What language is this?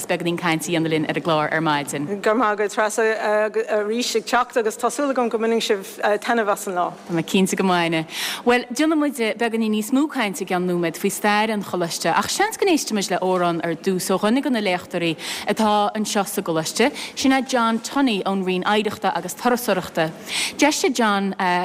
Irish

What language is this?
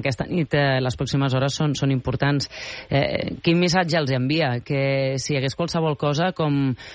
Catalan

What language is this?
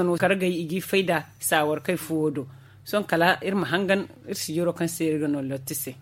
Zarma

